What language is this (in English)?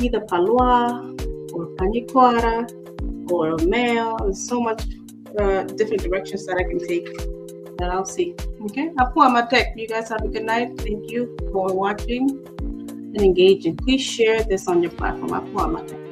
Acoli